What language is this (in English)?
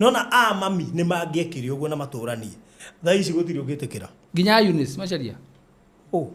Kikuyu